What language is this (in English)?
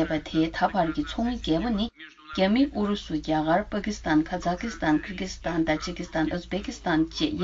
Tibetan